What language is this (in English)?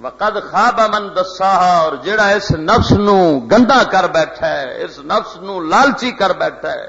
Western Panjabi